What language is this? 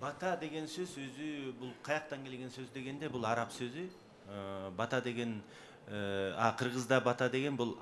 Kyrgyz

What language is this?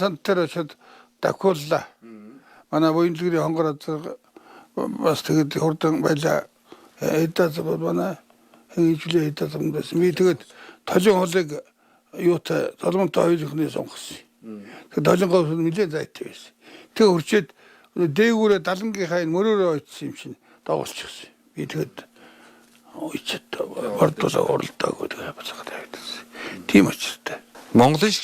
Mongolian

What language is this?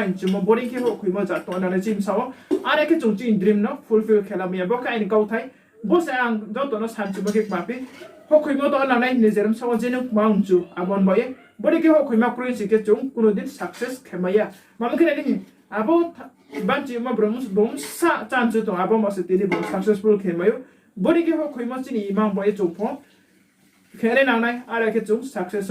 Riang (India)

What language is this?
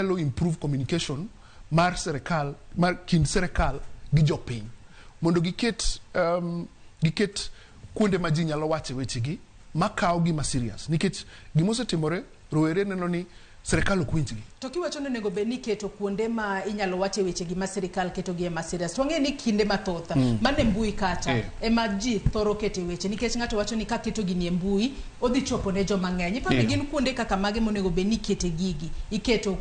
Luo (Kenya and Tanzania)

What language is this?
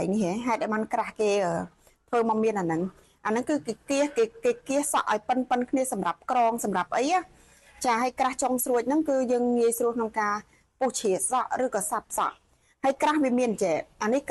Khmer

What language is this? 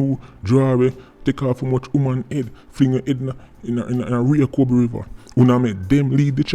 Jamaican Creole English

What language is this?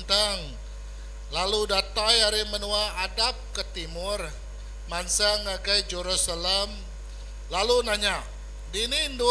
Iban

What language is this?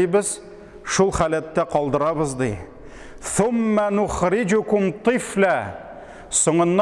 Tatar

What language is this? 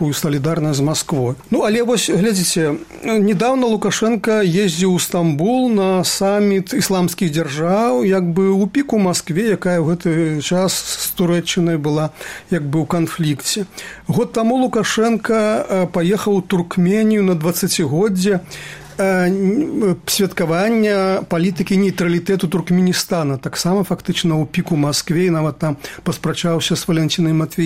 Belarusian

